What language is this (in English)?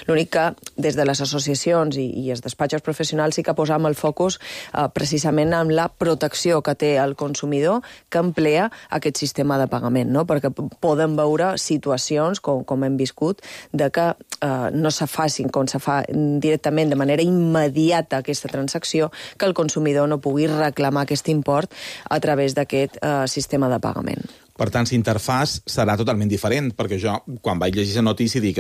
Catalan